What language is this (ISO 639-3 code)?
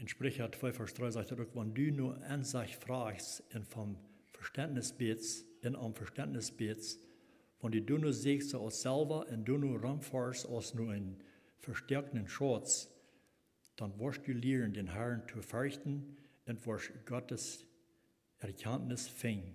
pdt